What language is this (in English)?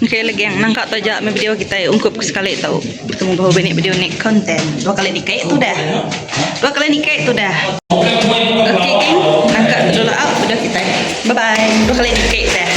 Iban